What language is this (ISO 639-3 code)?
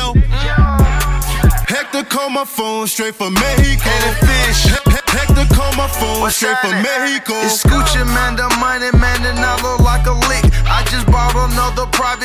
eng